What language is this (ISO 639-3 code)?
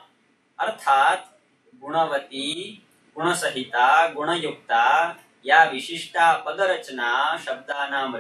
san